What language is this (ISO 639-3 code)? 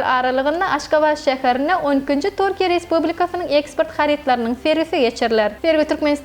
tuk